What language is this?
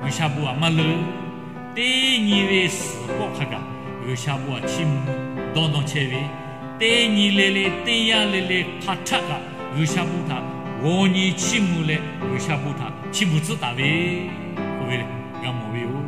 Lahu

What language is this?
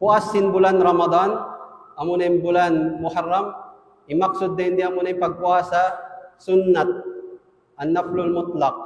Tausug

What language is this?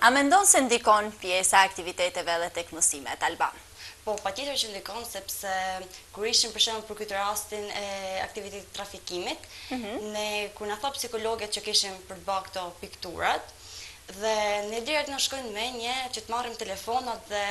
Albanian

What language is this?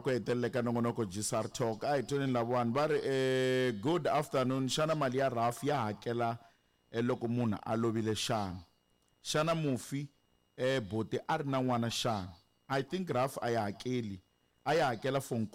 Tsonga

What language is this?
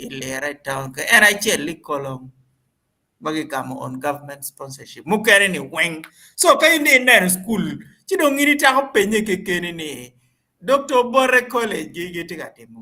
Acoli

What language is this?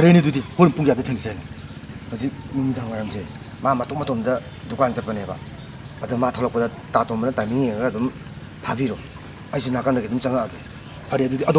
Manipuri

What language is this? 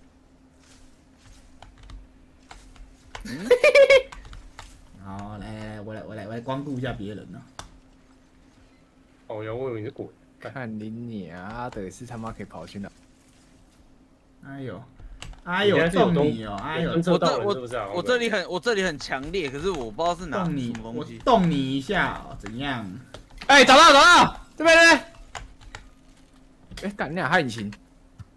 Chinese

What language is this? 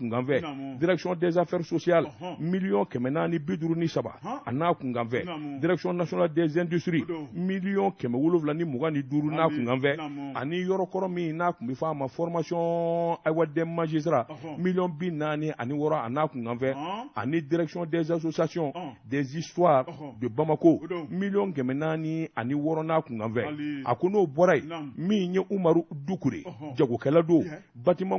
Bambara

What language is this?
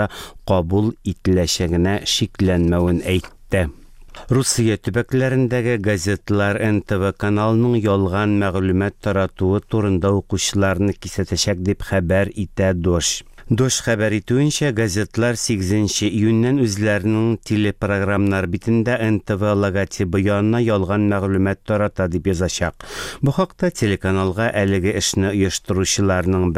Tatar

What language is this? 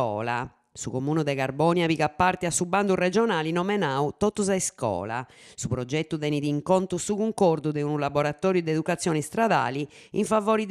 Sardinian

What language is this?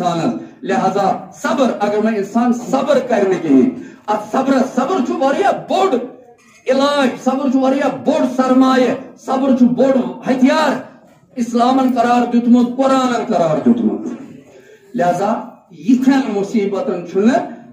Kashmiri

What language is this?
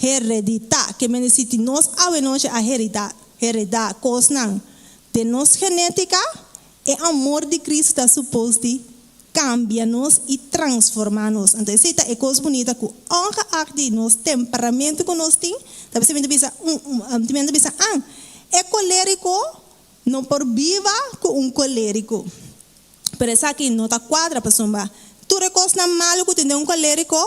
Papiamento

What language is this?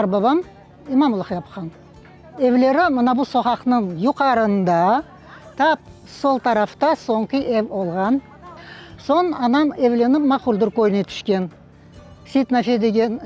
Crimean Tatar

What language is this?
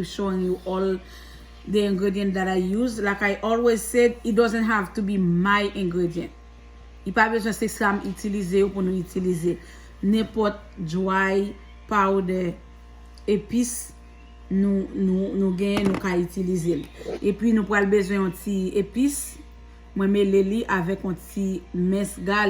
Haitian Creole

